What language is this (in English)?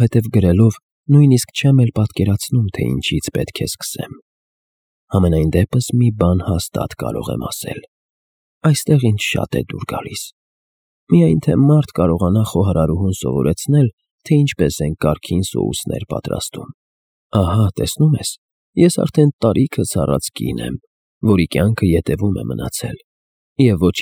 Armenian